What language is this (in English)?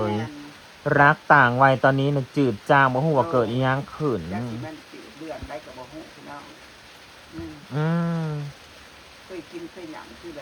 Northeastern Thai